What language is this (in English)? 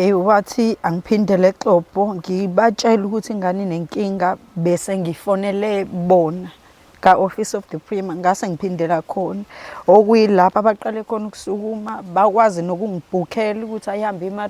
Zulu